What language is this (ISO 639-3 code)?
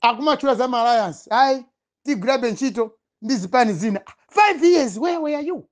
nya